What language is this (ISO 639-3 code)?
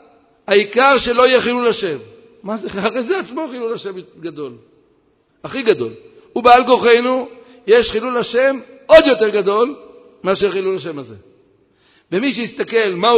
heb